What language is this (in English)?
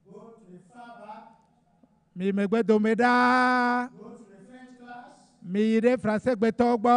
Ewe